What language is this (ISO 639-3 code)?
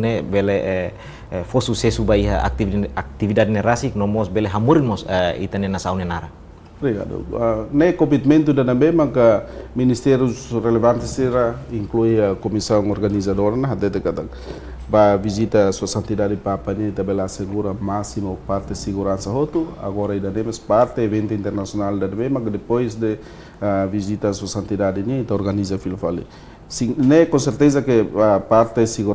tet